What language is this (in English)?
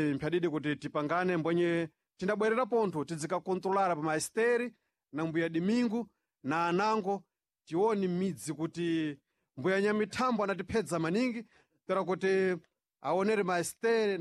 Sena